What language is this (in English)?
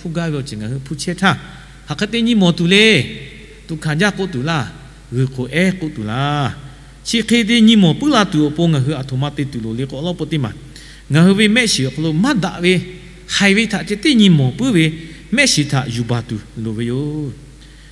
Lahu